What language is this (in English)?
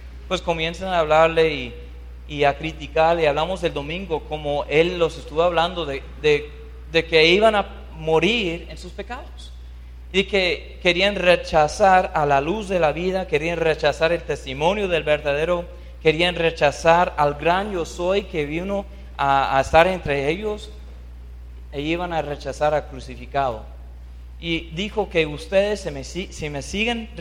Spanish